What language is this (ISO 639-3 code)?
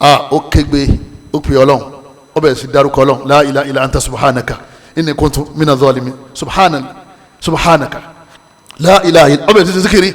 yor